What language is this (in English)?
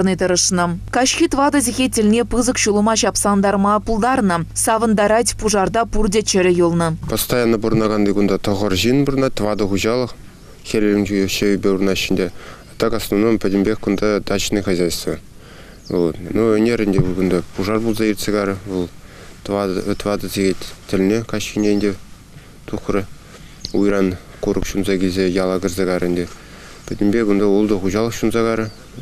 Chuvash